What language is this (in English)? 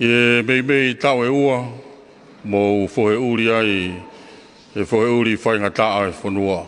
Tongan